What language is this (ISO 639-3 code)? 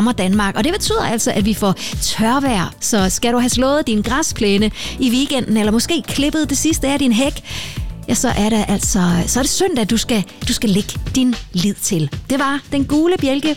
dan